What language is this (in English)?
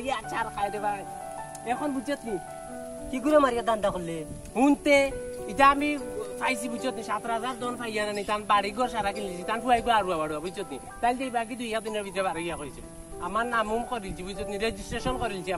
Sylheti